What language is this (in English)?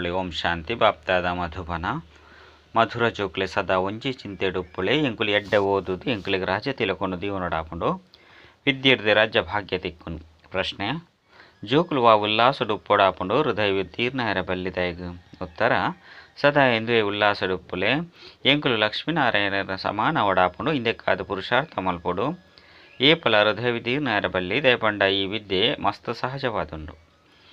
Tulu